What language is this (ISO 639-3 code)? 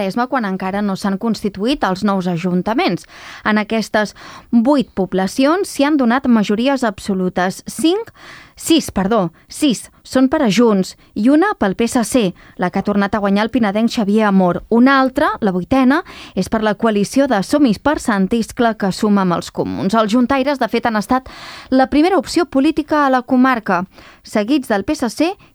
cat